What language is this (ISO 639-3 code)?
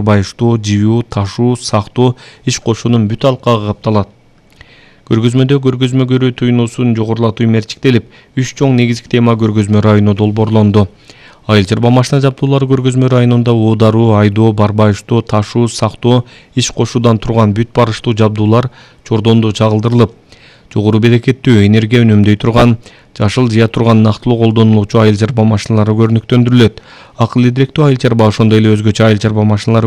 kir